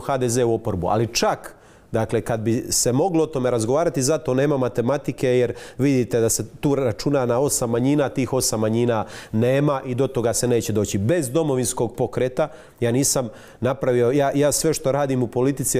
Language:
Croatian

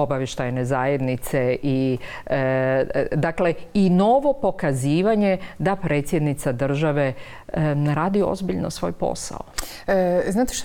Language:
Croatian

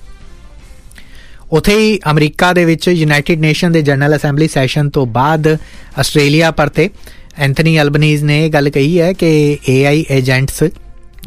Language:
Punjabi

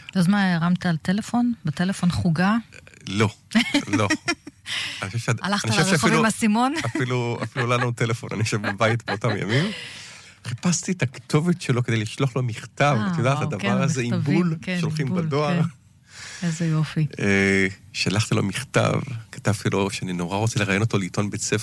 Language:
Hebrew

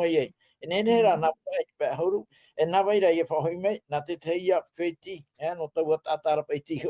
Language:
Tahitian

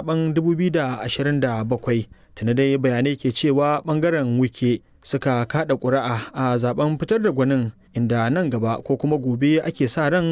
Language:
Hausa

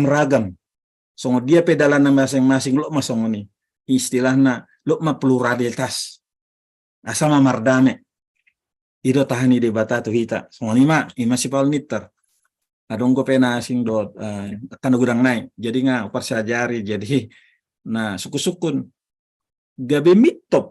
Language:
Batak Toba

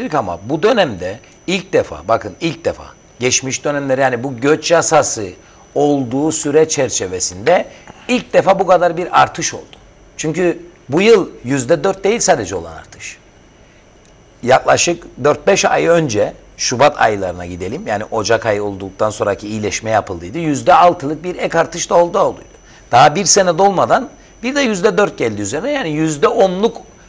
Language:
Turkish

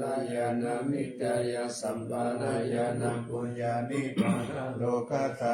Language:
Pali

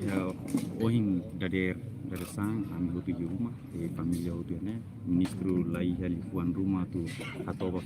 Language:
Tetum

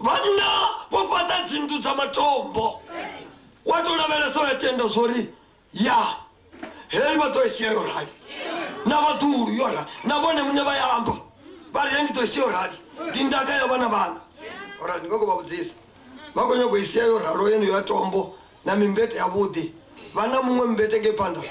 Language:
Venda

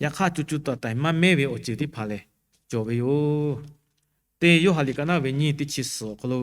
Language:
Lahu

